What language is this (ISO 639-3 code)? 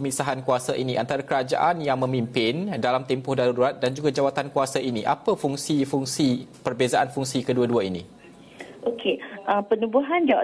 msa